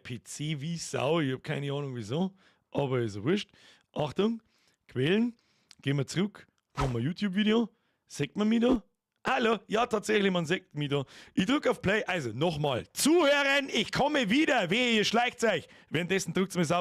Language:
Bavarian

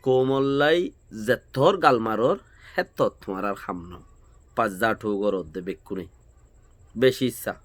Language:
Rohingya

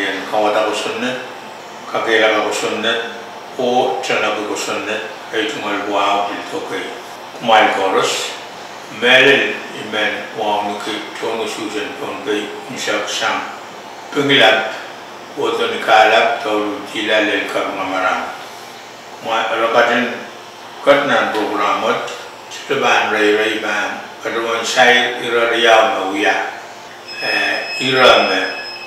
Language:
Pohnpeian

